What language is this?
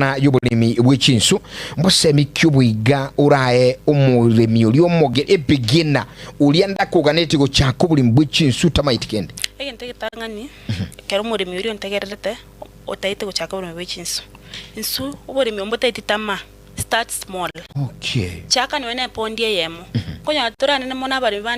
Gusii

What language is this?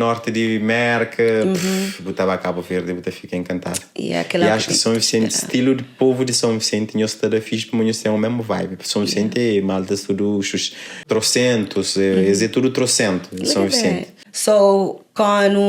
Kabuverdianu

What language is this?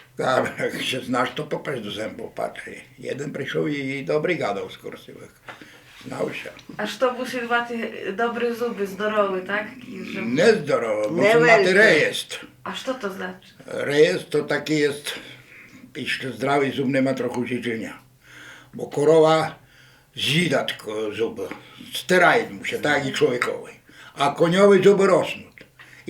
Rusyn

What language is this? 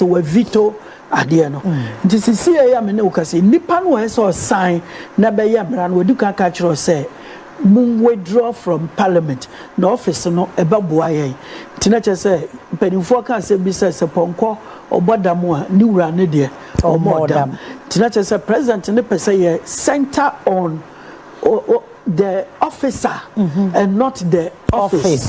Akan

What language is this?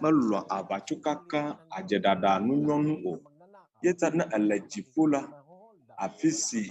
Ewe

